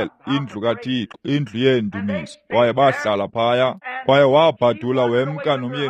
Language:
Xhosa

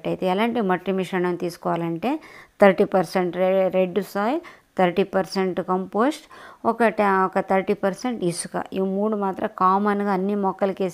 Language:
Telugu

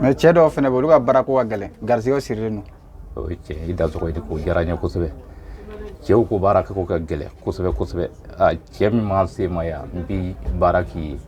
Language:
Bambara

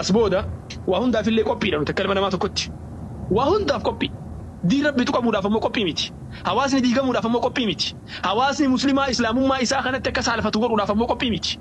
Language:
Oromo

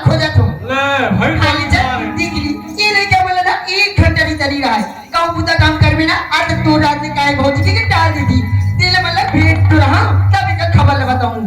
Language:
Chhattisgarhi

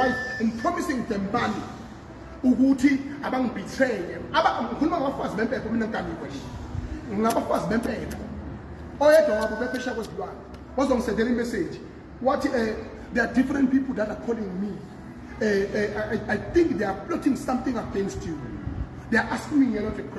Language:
Zulu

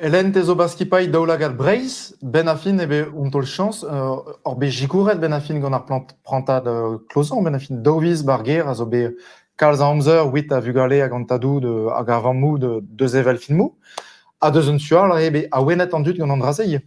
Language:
Breton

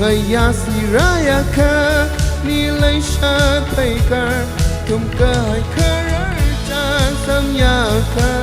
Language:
Tangkhul Naga (India)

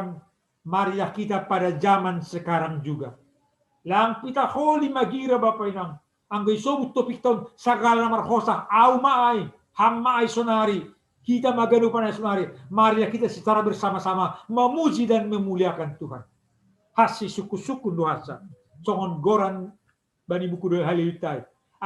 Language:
Batak Simalungun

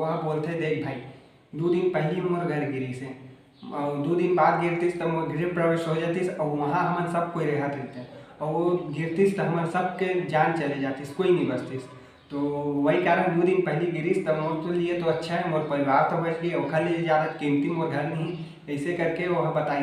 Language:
Chhattisgarhi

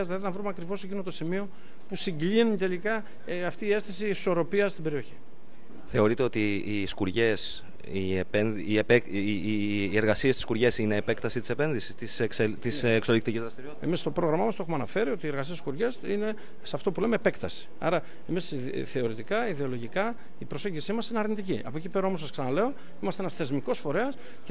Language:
Greek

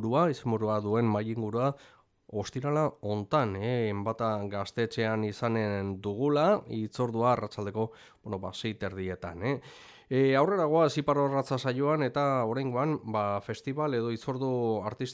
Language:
Basque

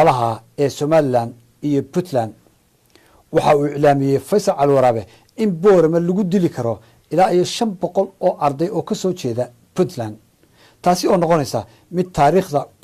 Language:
Somali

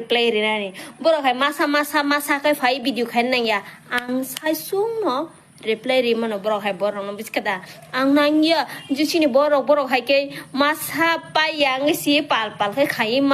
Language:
Kok Borok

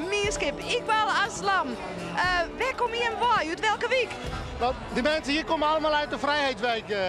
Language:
Western Frisian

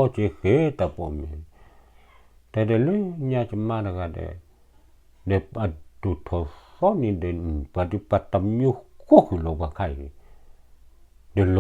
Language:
S'gaw Karen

